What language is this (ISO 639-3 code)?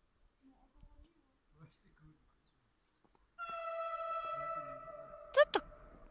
pol